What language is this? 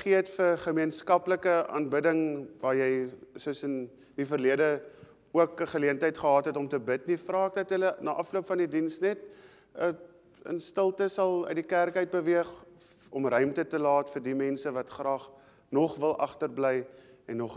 Afrikaans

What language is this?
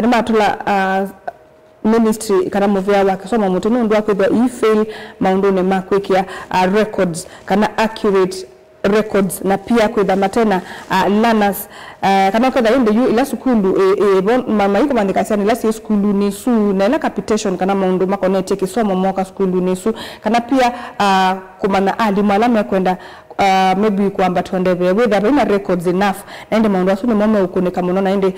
Kamba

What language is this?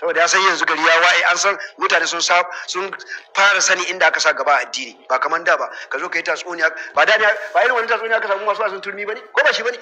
Hausa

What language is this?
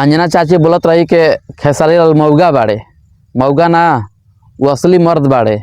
Bhojpuri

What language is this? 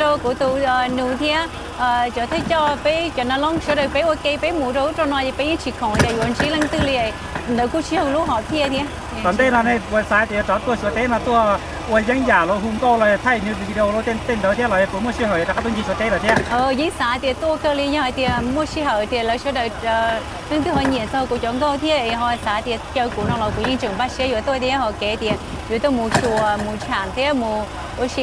Hmong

